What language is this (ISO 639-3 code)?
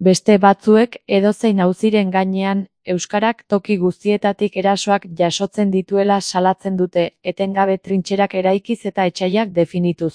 eus